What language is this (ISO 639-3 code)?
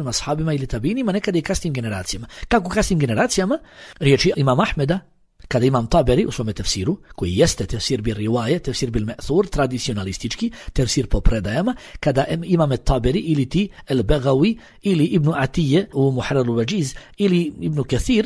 bos